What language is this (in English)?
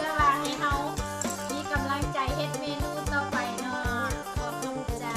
Lao